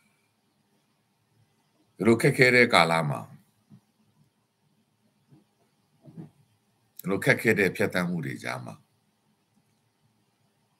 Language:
Burmese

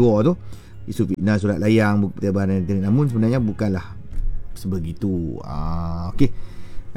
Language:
Malay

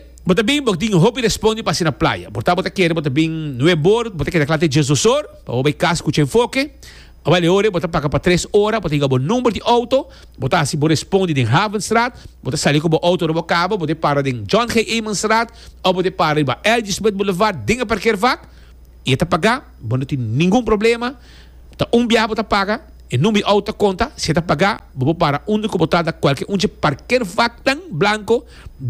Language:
Papiamento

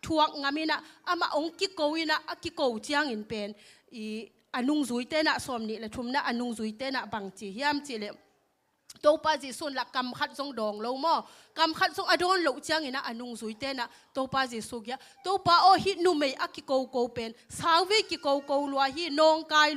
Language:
Tedim Chin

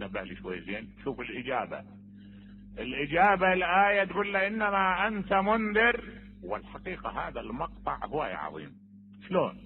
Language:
Mesopotamian Arabic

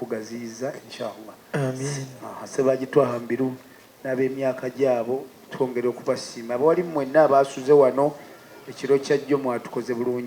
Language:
Ganda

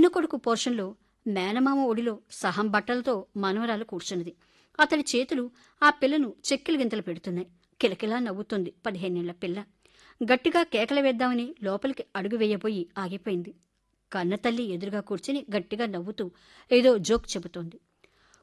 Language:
Telugu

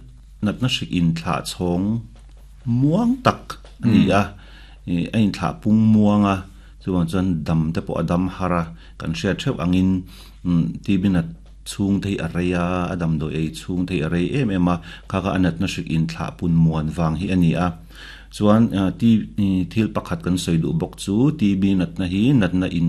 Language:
Mizo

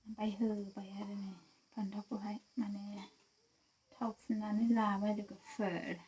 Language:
Bodo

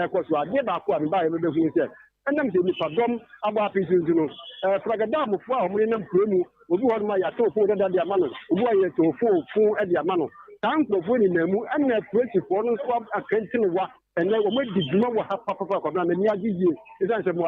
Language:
Akan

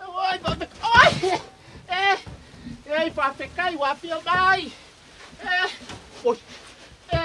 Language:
Samoan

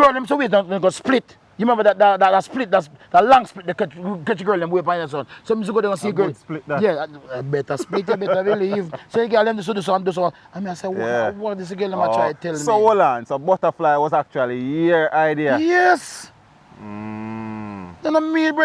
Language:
Jamaican Creole English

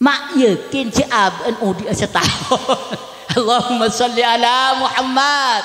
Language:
Madurese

